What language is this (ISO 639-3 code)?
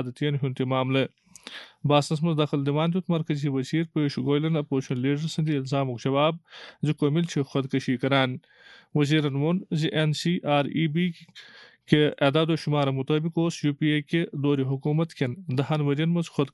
kas